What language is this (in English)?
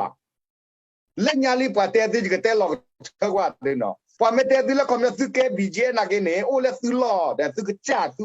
S'gaw Karen